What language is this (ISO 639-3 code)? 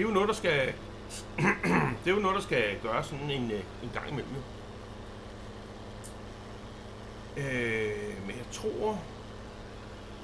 dan